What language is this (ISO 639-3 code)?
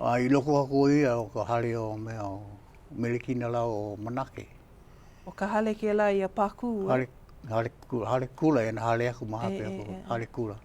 haw